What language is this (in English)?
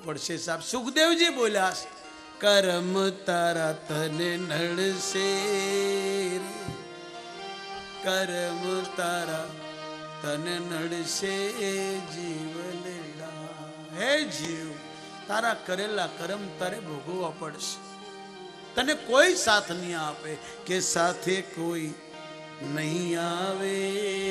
Gujarati